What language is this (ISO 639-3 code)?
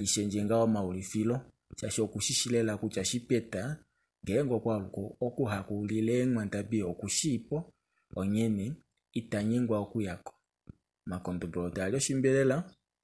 kua